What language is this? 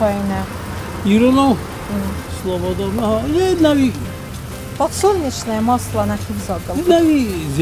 Ossetic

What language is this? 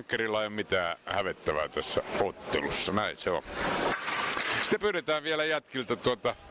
Finnish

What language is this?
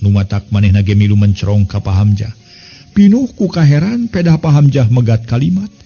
Sundanese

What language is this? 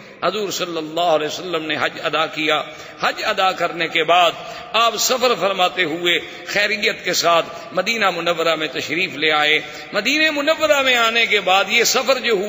Urdu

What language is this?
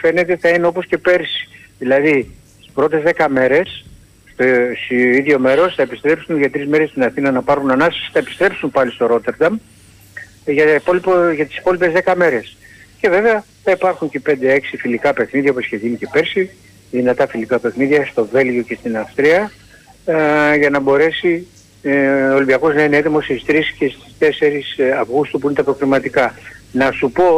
Greek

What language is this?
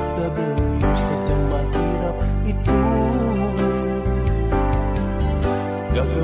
Filipino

